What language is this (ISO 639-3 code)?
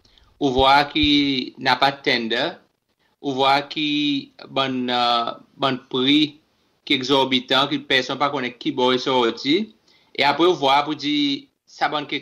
crs